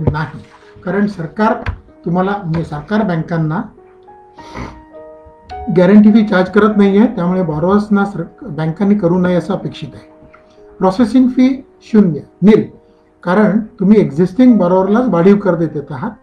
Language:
Marathi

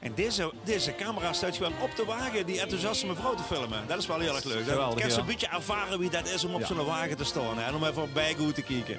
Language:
Limburgish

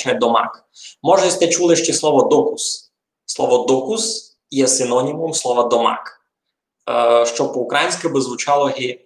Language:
Rusyn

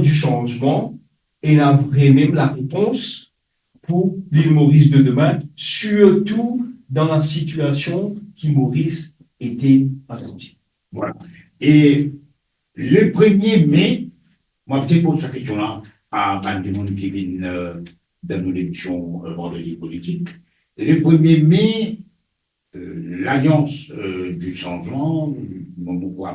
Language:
Morisyen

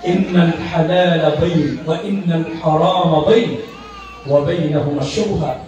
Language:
Maranao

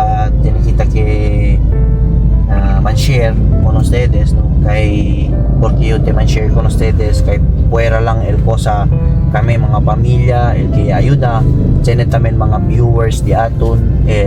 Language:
Chavacano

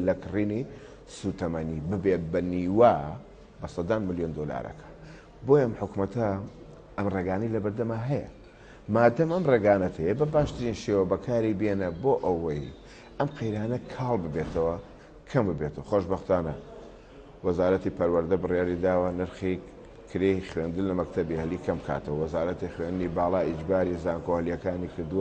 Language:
Central Kurdish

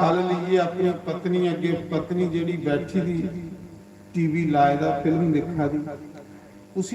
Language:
Dogri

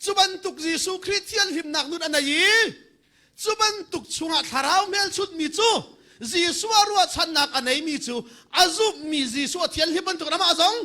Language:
Hakha Chin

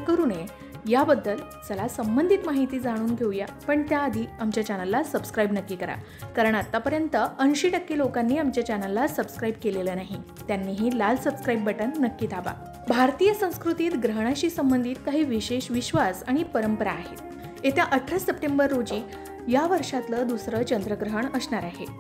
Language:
Marathi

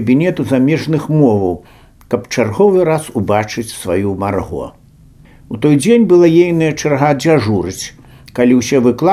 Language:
Belarusian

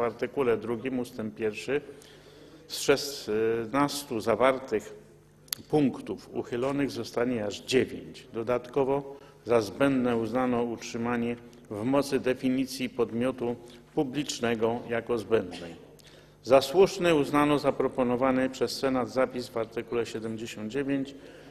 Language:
Polish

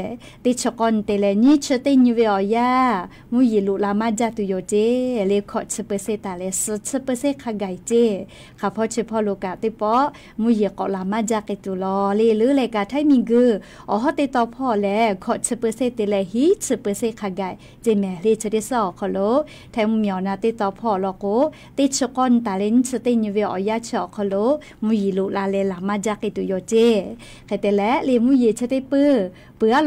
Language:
Lahu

